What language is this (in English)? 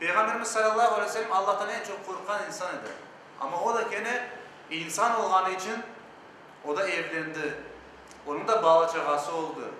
Crimean Tatar